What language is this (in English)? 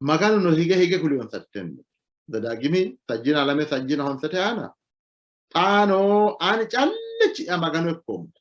Sidamo